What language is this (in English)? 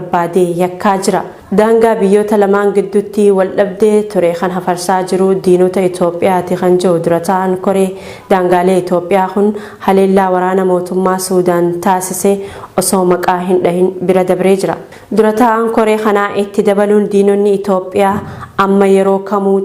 Oromo